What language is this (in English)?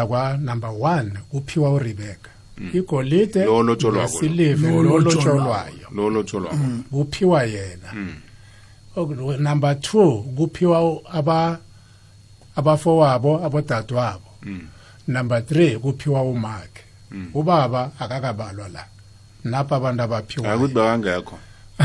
South Ndebele